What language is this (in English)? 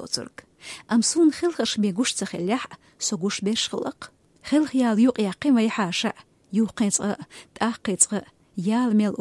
Chechen